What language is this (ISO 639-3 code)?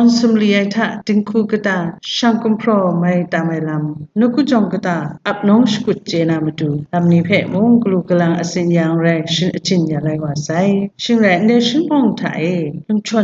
kac